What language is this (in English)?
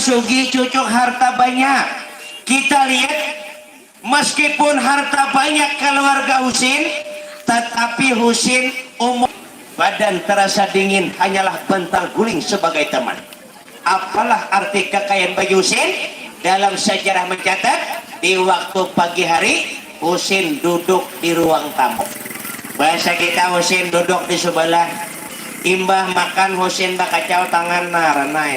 Banjar